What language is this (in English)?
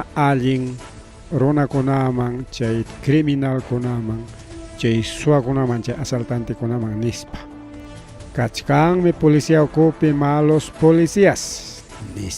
Ayacucho Quechua